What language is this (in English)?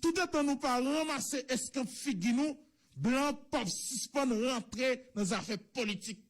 Haitian Creole